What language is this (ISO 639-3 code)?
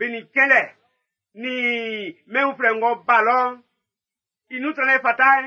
bci